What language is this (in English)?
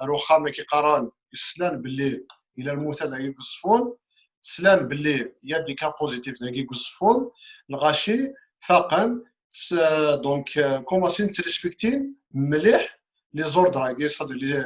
Kabyle